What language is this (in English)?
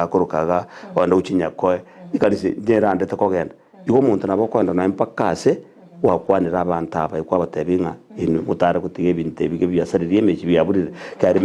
Gusii